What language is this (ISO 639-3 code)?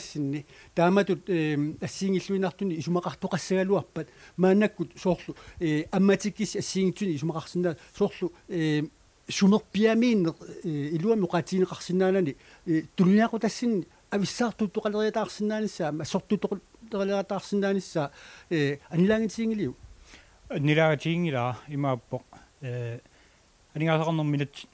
kal